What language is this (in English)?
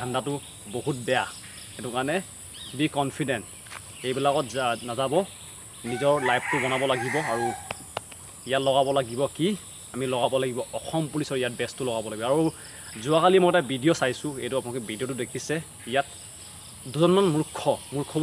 Assamese